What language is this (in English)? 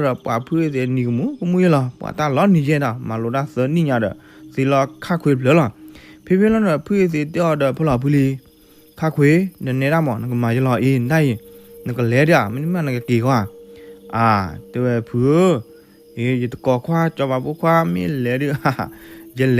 S'gaw Karen